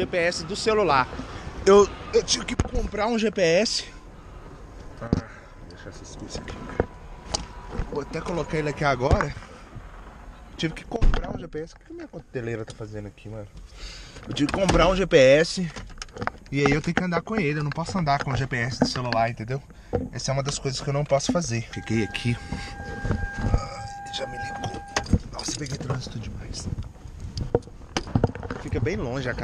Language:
Portuguese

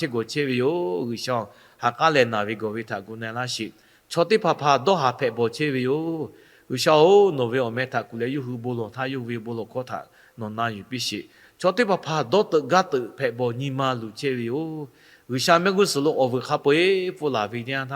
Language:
Lahu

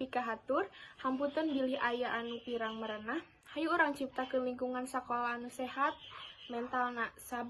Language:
Sundanese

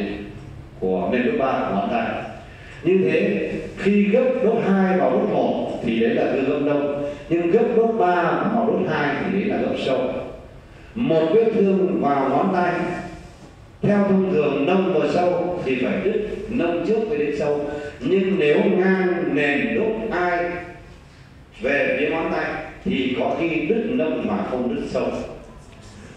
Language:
Vietnamese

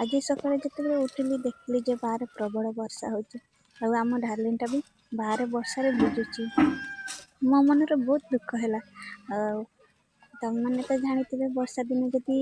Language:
Odia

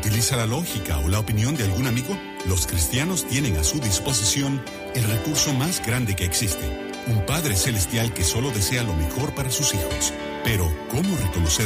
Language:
Spanish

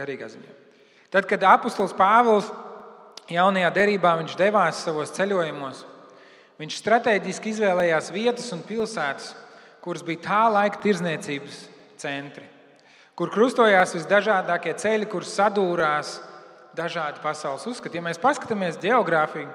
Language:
Latvian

